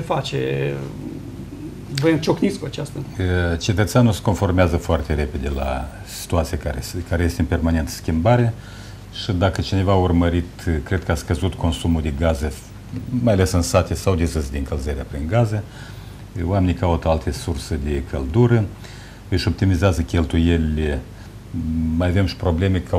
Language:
Romanian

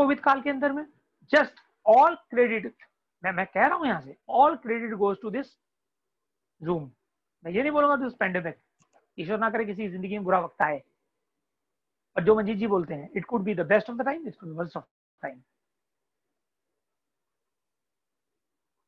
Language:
Hindi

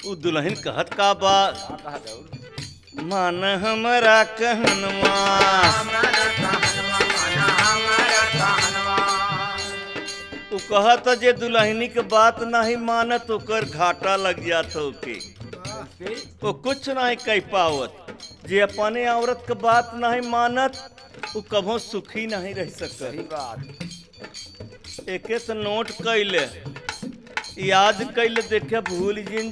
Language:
Bhojpuri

